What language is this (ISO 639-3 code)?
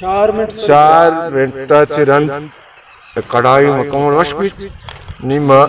bal